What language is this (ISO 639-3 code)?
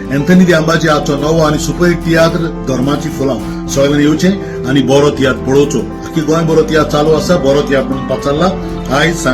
kok